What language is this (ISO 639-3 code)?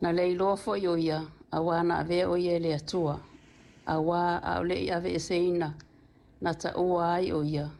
smo